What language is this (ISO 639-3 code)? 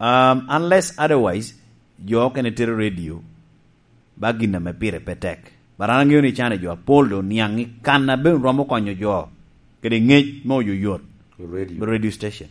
laj